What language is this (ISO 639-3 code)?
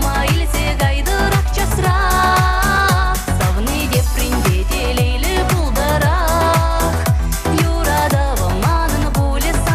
chv